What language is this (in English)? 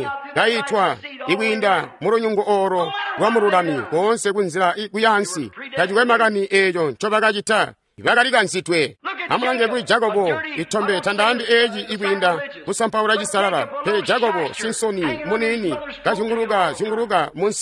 Tonga (Zambia)